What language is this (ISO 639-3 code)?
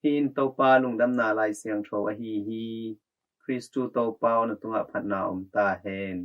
ctd